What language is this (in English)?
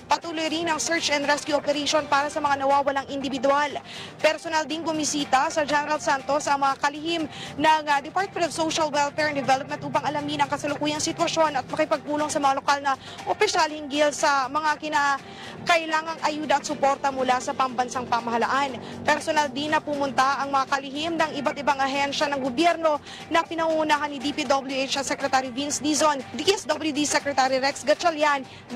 Filipino